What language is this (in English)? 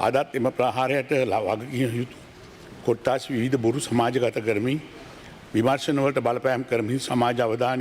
Sinhala